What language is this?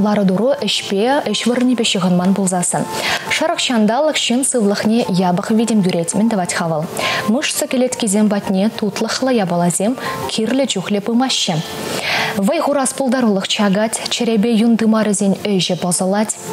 Chuvash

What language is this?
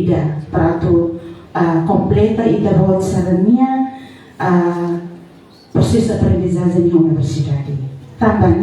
Tetum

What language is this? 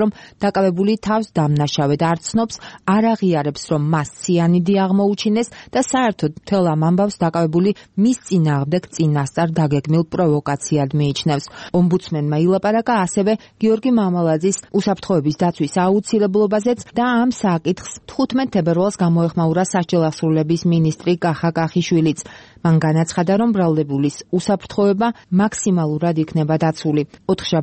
Georgian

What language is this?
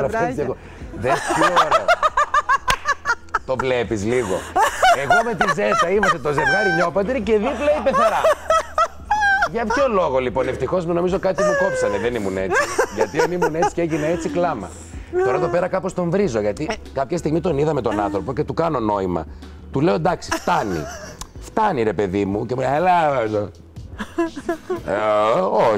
Greek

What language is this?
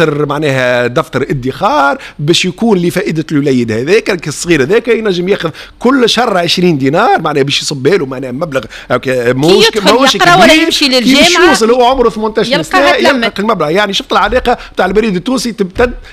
Tunisian Arabic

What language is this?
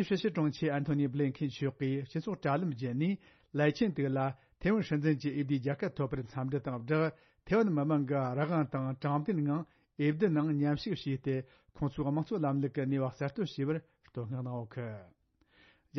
Tibetan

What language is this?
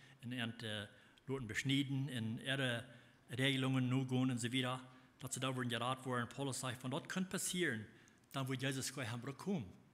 Plautdietsch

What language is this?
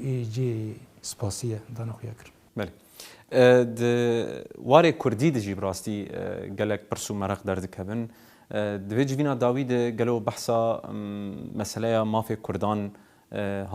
Kurdish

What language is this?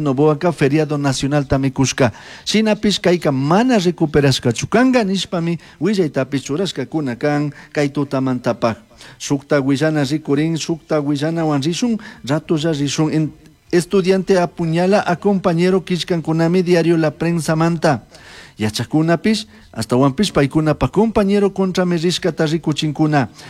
Chimborazo Highland Quichua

